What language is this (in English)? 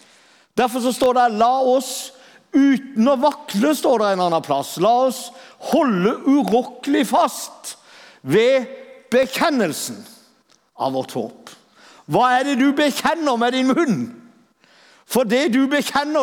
Norwegian